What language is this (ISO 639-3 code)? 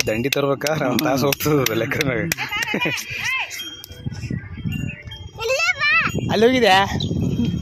kan